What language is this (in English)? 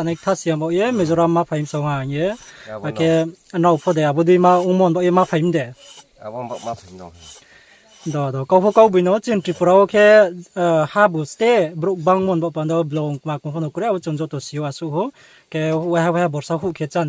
Riang (India)